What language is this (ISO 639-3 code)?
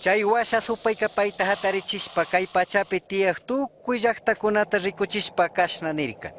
qug